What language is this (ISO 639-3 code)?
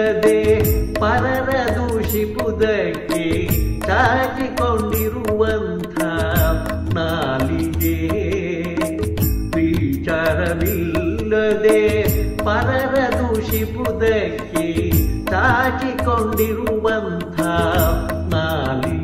kan